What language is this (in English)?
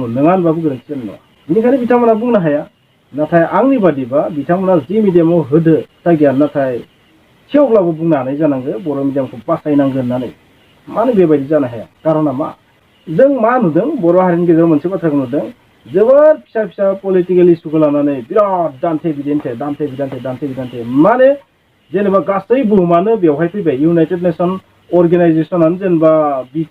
Bodo